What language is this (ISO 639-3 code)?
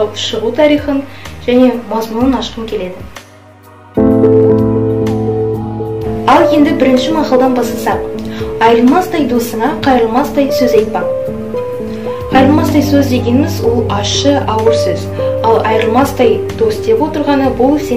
kaz